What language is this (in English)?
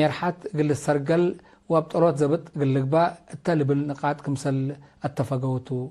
Tigre